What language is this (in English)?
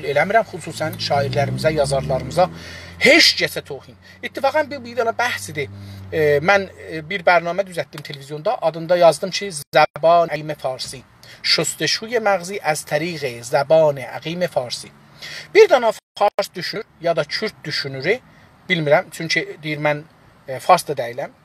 South Azerbaijani